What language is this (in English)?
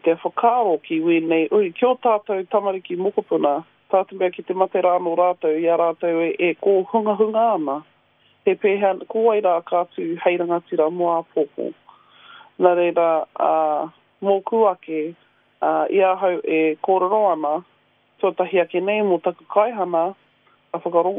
Māori